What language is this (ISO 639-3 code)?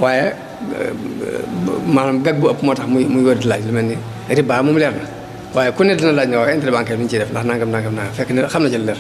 wol